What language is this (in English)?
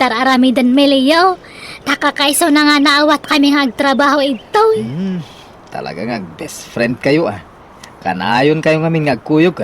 Iloko